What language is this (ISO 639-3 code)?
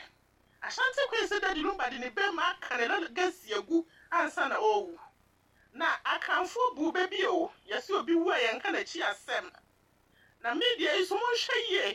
aka